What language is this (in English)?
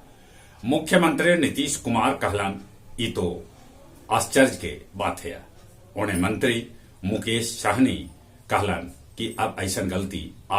Magahi